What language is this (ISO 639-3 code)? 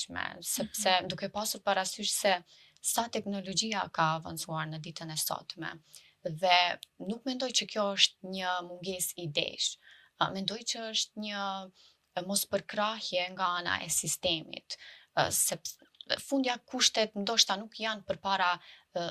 sqi